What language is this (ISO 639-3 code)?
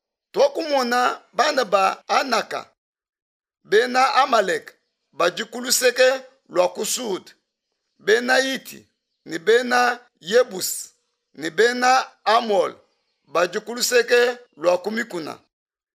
lua